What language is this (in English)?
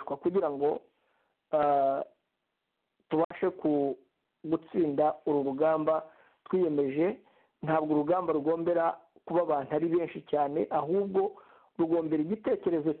Kinyarwanda